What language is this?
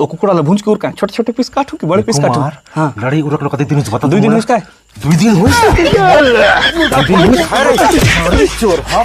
Chhattisgarhi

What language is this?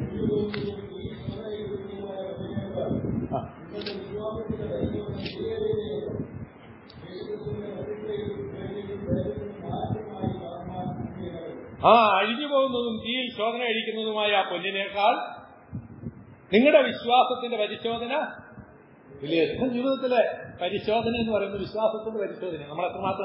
Malayalam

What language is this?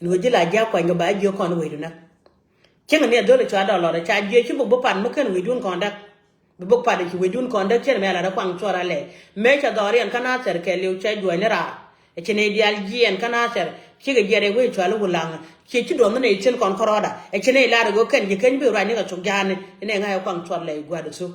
Nuer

